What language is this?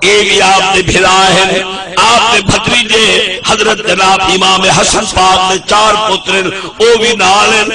Saraiki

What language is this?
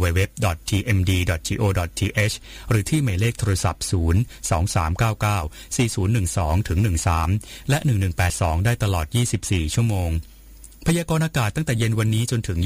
Thai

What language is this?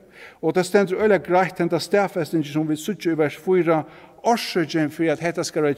Faroese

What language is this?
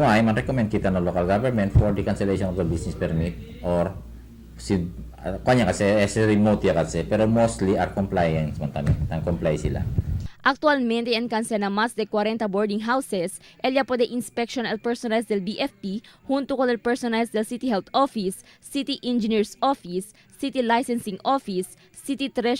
Chavacano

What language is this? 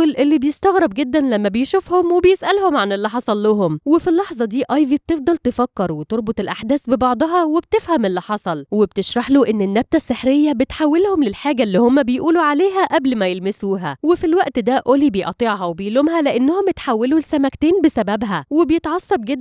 Egyptian Arabic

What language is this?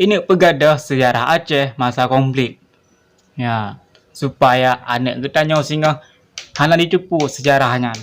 Achinese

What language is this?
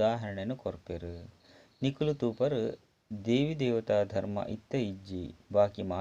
Tulu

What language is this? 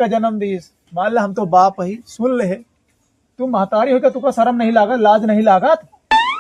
Awadhi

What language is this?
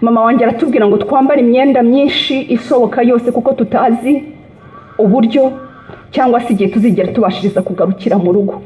Kinyarwanda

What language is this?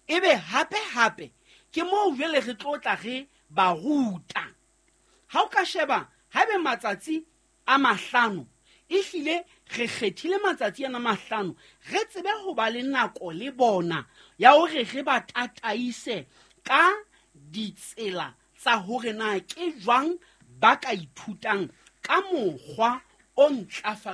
Southern Sotho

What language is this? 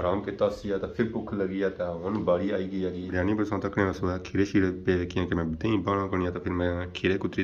Pahari-Potwari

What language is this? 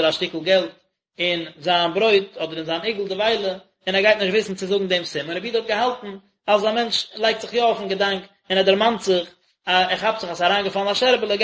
Yiddish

